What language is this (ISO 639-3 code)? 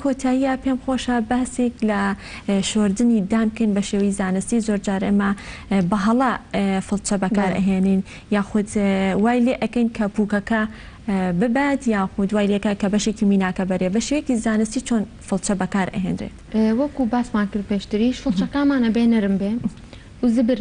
ckb